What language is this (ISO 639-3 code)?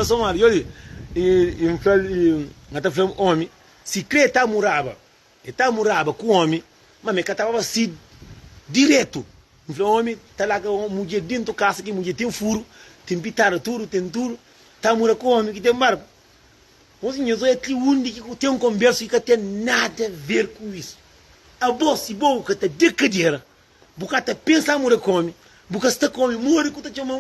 kea